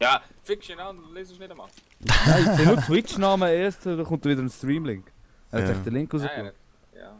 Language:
Swiss German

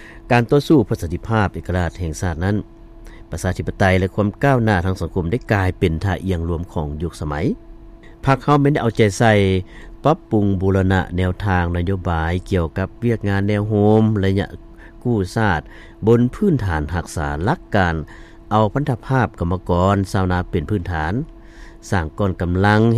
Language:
Lao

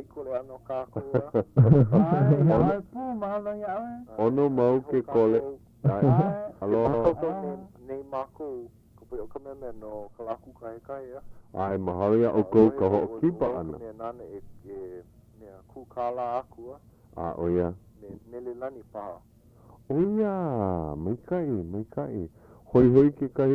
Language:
Hawaiian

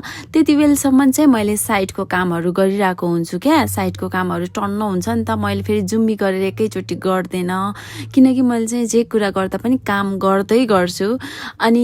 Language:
Nepali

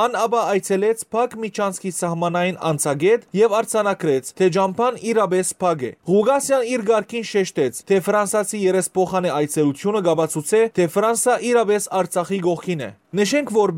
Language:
Western Armenian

